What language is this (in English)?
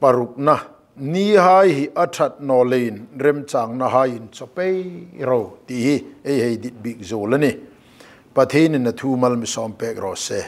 Hmar